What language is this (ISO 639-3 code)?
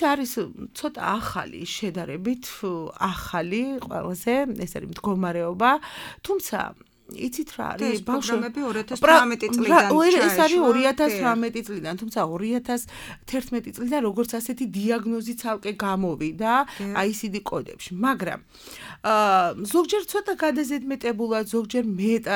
kat